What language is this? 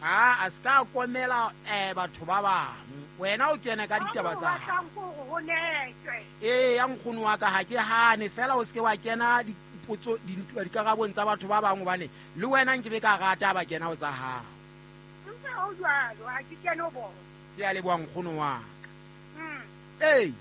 Southern Sotho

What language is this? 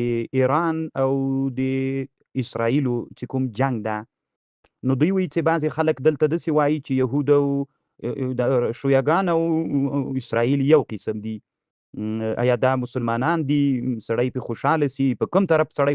Pashto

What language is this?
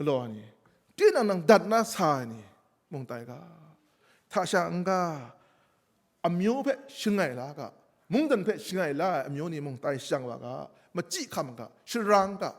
Kachin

